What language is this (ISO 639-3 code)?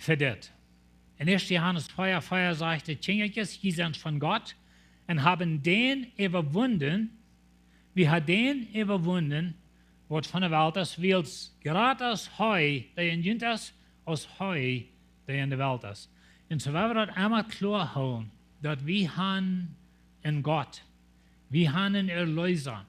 pdt